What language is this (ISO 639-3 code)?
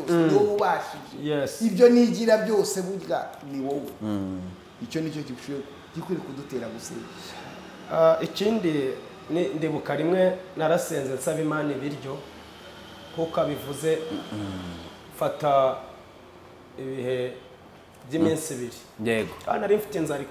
kin